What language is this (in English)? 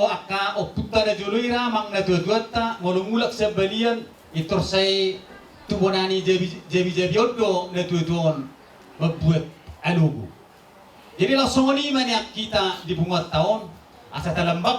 Batak Toba